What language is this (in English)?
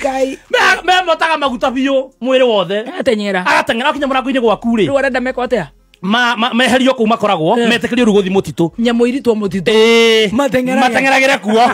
Kikuyu